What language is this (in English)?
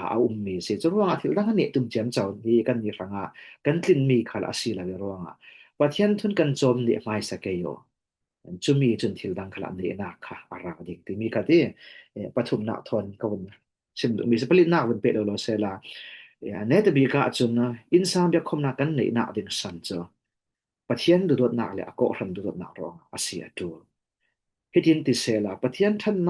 Falam Chin